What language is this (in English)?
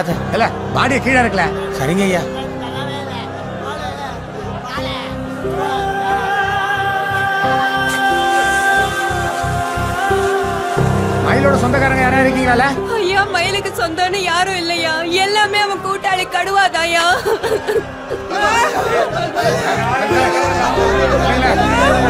Tamil